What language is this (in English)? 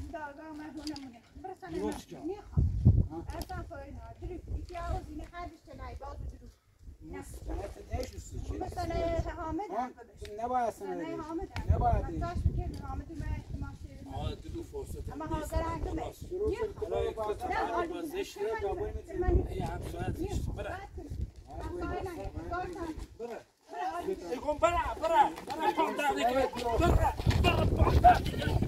Persian